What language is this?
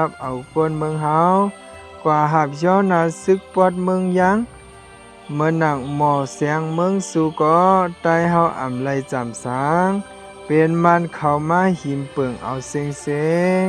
Shan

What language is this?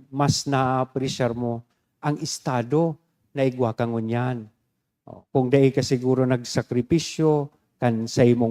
Bikol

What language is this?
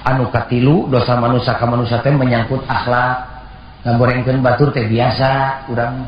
Sundanese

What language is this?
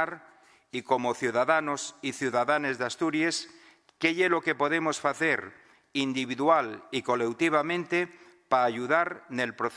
Asturian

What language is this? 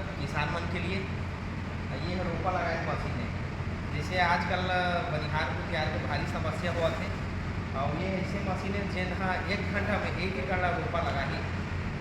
Chhattisgarhi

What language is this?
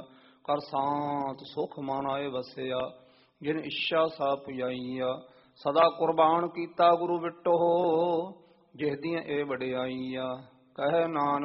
Punjabi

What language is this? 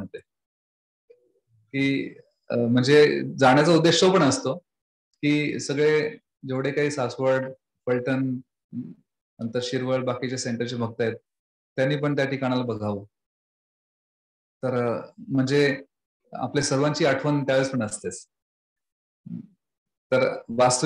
Marathi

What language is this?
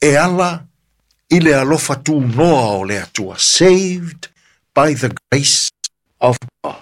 Samoan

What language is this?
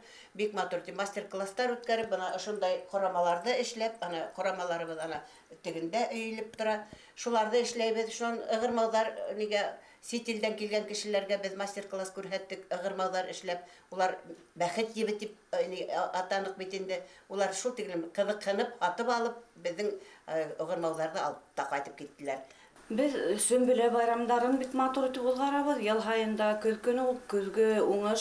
Bashkir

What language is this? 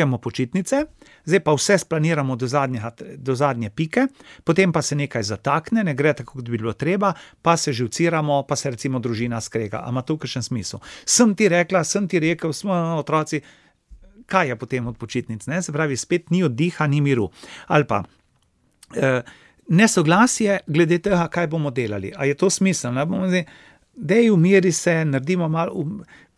Slovenian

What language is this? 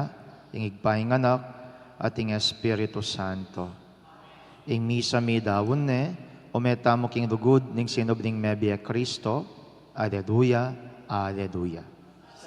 Pampanga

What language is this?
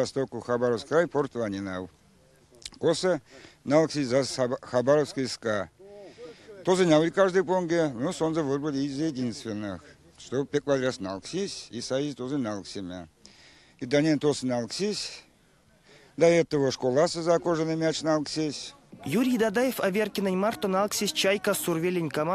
Erzya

